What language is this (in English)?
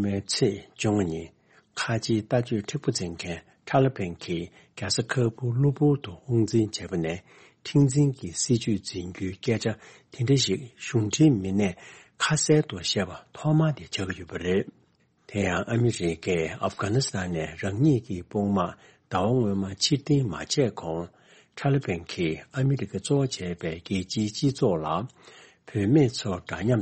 Tibetan